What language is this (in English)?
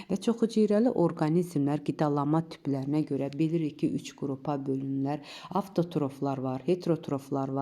Azerbaijani